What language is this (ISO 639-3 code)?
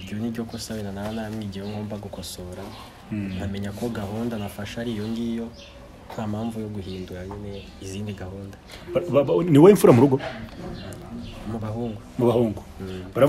kin